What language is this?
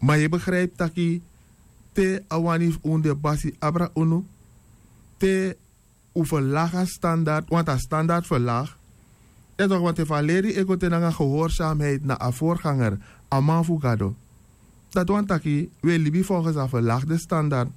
Sranan Tongo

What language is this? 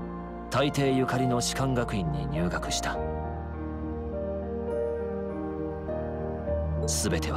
Japanese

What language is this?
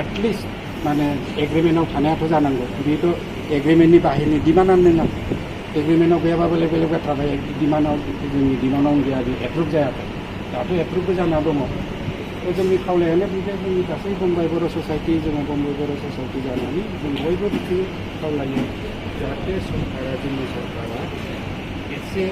Bodo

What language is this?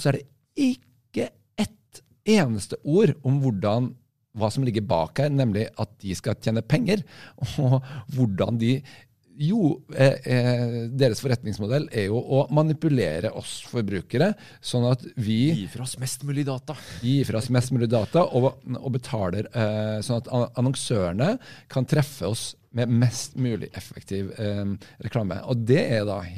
Norwegian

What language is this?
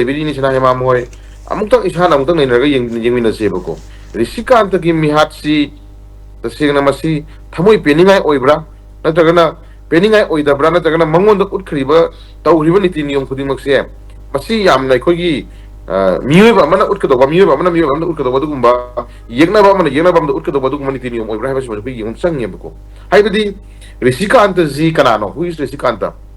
Manipuri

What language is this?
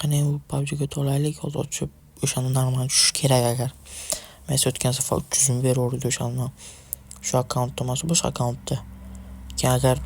Uzbek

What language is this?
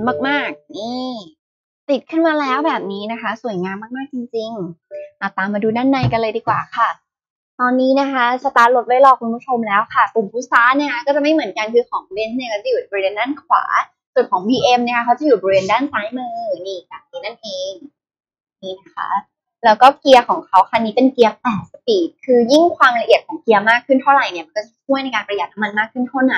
Thai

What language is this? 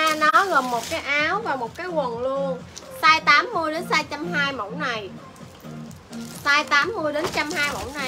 Vietnamese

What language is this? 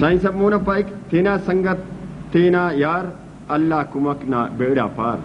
Brahui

